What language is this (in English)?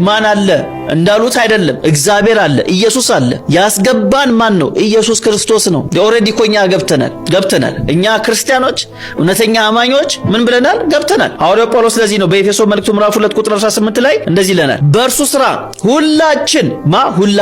Amharic